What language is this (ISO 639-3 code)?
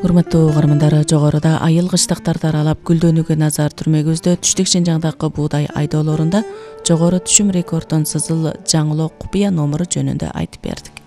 kir